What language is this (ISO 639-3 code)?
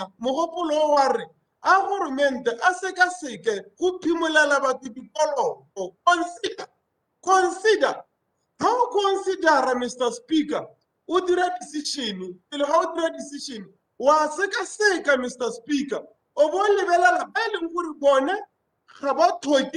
tsn